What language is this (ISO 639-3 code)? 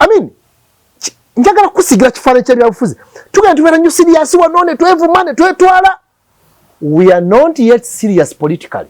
lug